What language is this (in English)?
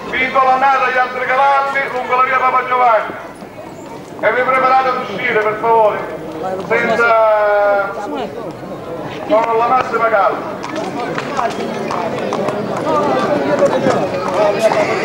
Italian